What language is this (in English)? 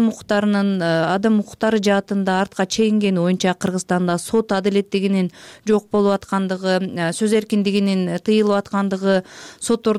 Kyrgyz